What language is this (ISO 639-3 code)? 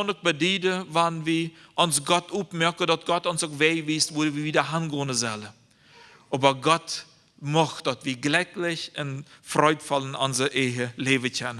pdt